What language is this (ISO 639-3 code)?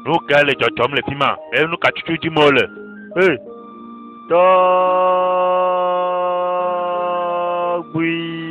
ewe